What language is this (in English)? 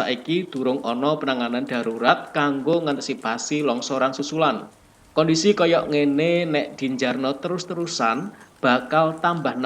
Javanese